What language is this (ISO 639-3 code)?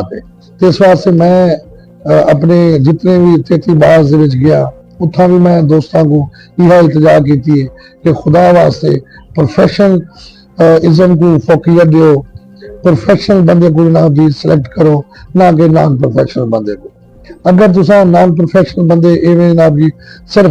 skr